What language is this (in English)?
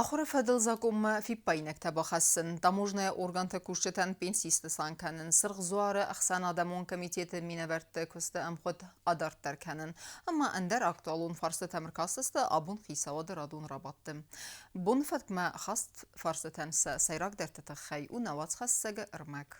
Ossetic